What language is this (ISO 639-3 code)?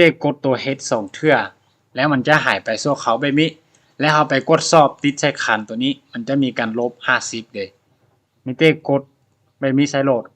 lao